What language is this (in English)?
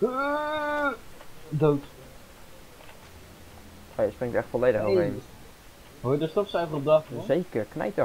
Dutch